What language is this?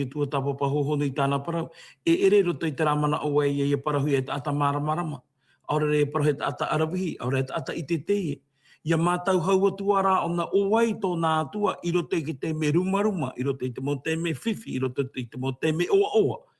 Tahitian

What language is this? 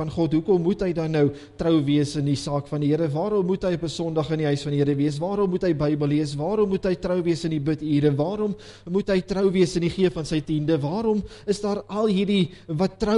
Afrikaans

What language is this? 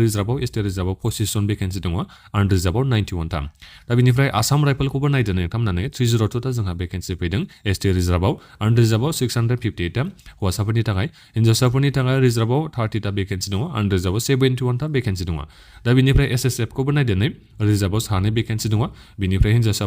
Bodo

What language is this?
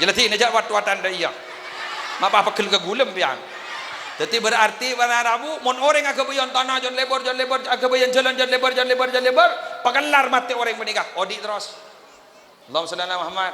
Madurese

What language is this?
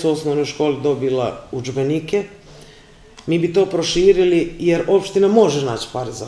Serbian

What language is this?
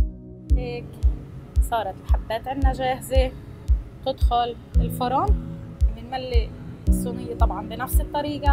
South Levantine Arabic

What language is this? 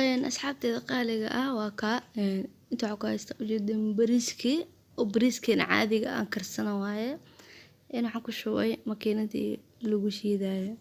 Somali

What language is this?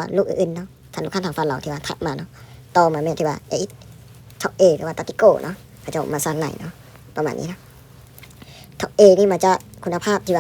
Lao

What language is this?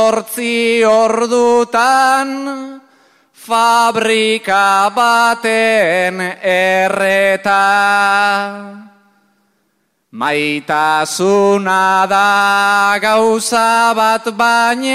Basque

